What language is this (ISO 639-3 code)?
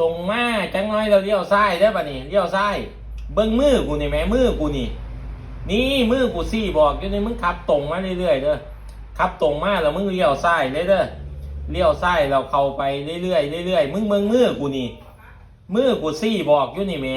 tts